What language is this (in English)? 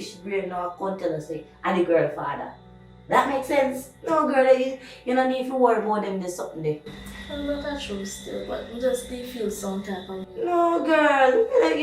Jamaican Creole English